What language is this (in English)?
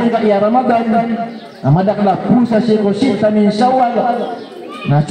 Maranao